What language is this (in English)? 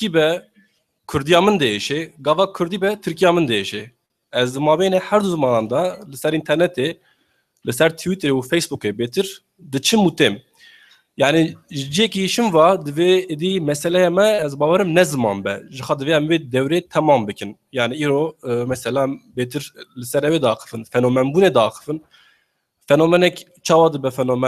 Kurdish